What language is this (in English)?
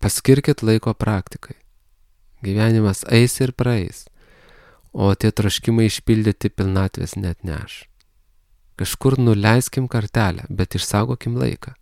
Lithuanian